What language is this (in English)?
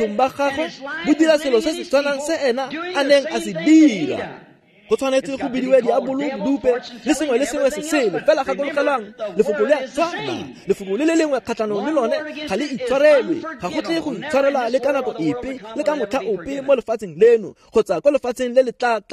Tswana